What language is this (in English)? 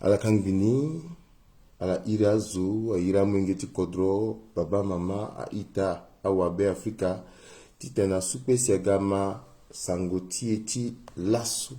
Sango